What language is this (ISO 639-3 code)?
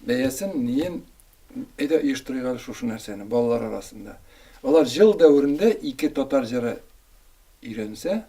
tat